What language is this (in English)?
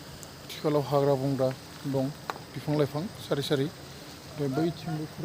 Bodo